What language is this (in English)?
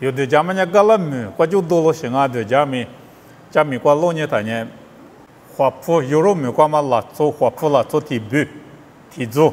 Lisu